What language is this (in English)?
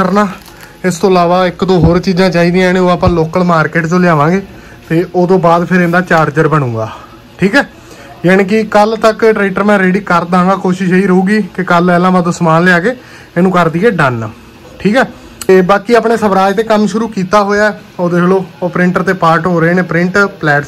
Punjabi